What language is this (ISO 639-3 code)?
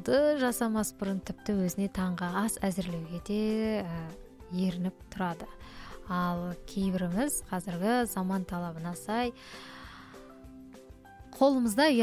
kaz